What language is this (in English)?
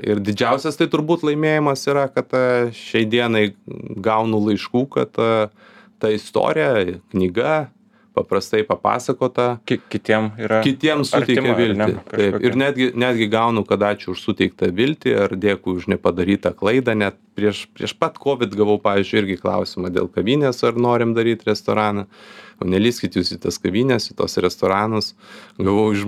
Lithuanian